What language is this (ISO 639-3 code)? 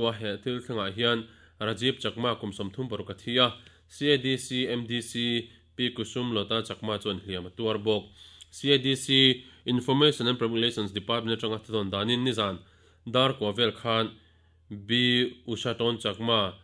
lus